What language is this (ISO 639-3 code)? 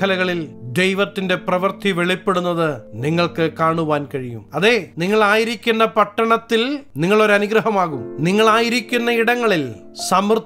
mal